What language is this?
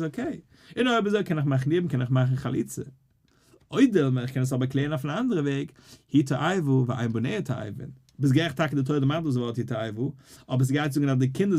Yiddish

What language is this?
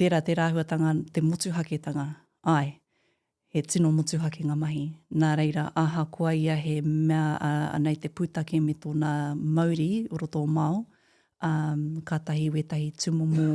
Māori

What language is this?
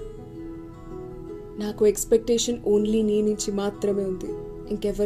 Telugu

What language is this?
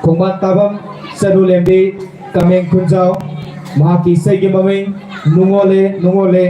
Manipuri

